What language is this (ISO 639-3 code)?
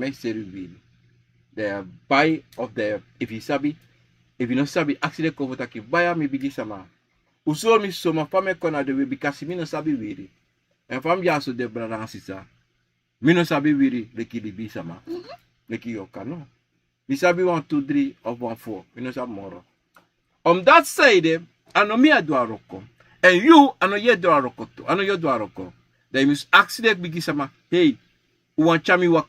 srn